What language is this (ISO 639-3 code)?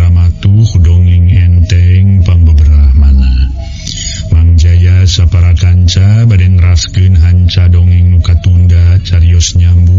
sun